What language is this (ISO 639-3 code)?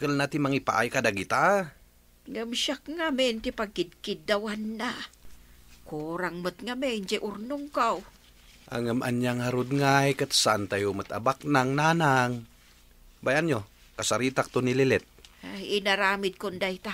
ilo